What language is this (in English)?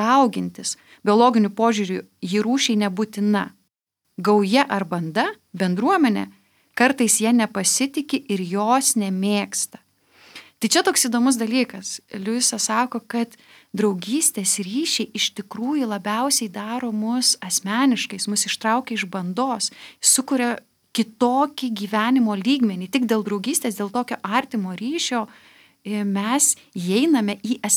Lithuanian